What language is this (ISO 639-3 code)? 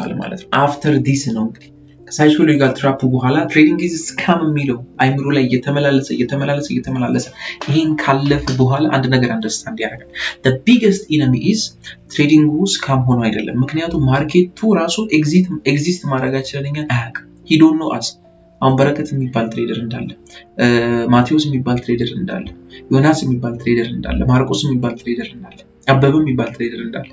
amh